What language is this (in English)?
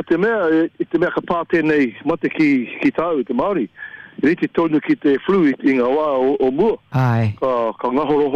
Māori